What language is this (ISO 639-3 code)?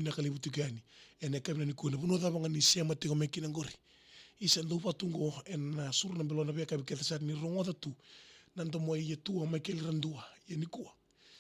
fij